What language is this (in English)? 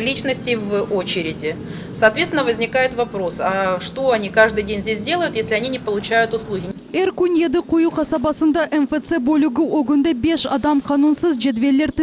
Crimean Tatar